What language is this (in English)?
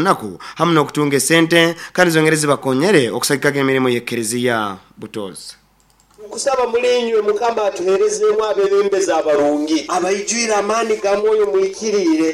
Nyoro